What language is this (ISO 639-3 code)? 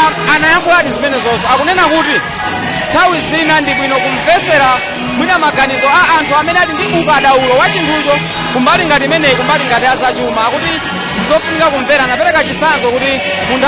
nya